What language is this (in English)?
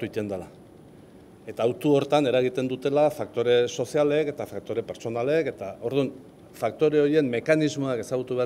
Basque